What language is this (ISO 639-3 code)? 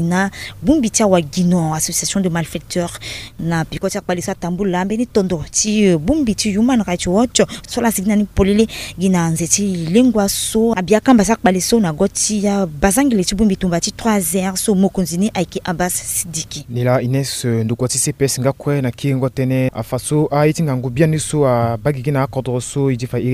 sag